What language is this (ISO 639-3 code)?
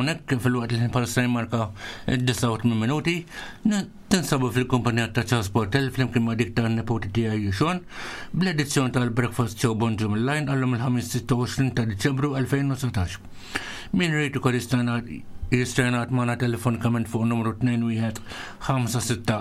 mlt